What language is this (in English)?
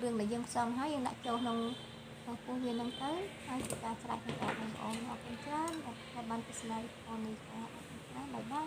Khmer